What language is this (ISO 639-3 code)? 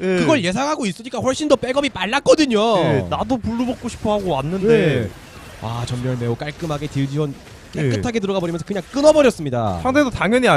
kor